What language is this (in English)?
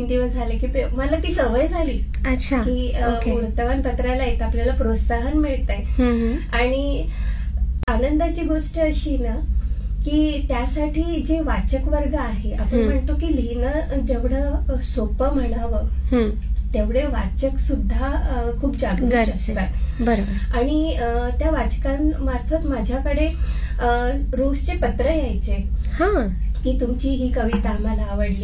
Marathi